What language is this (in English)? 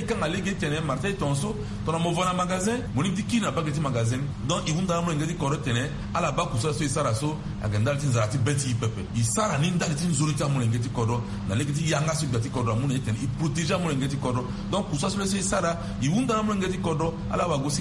Sango